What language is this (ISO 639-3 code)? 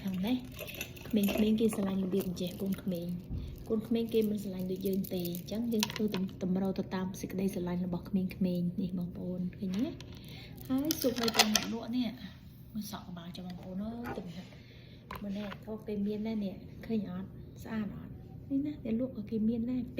khm